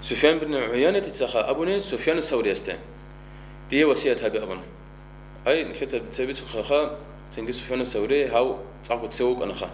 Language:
Avaric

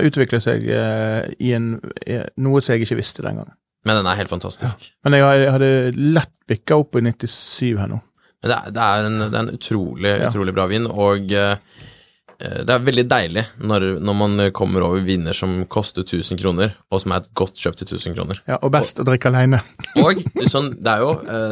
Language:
Norwegian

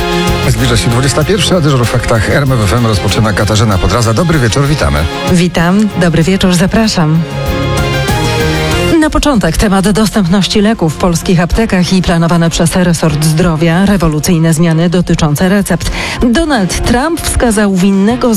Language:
Polish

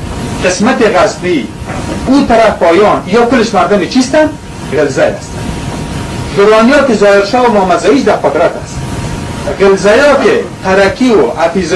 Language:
Persian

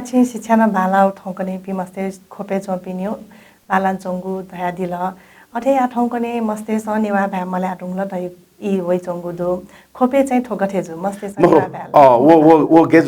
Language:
Newari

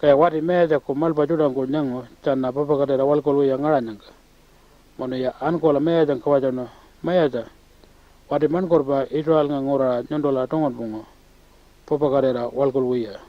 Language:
Pitjantjatjara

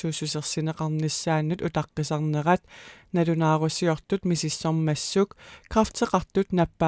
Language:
Kalaallisut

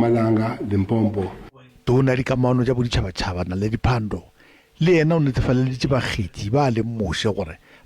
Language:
Northern Sotho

